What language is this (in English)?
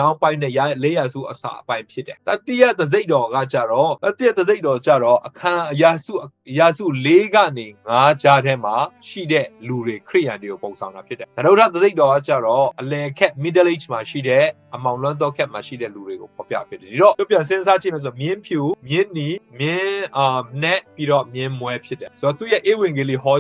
Burmese